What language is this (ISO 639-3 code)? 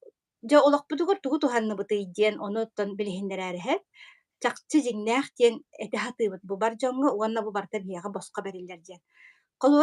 sah